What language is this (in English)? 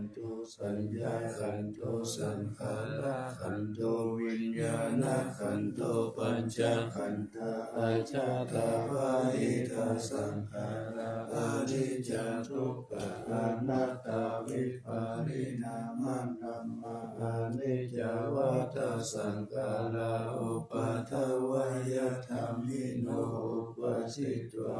Pali